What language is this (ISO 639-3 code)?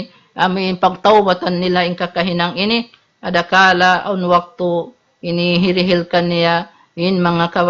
tsg